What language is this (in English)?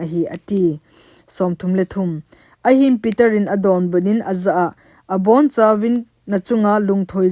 Thado Chin